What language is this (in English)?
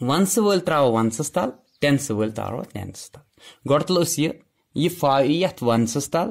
Kashmiri